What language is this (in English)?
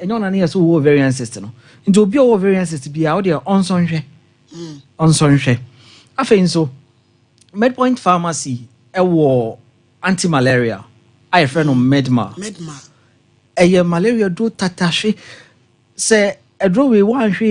Akan